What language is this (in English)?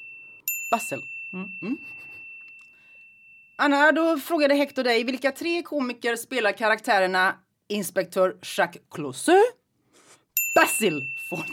Swedish